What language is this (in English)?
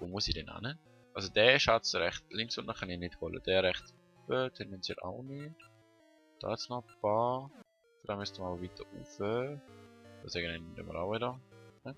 Swiss German